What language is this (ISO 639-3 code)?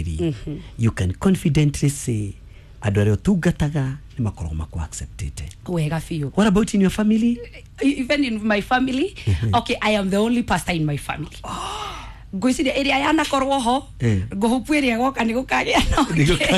kik